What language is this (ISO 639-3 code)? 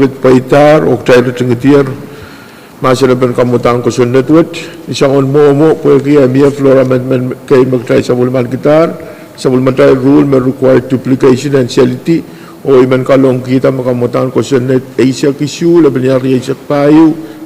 pon